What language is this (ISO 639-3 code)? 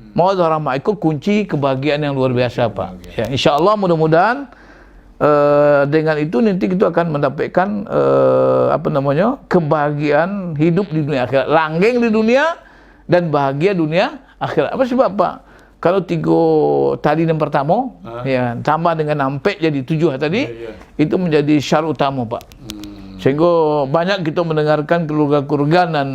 min